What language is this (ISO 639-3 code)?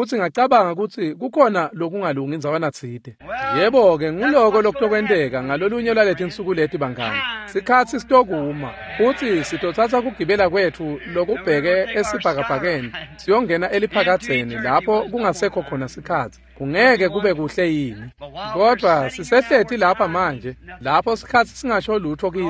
ssw